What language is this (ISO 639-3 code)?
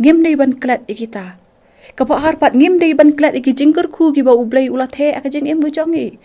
kha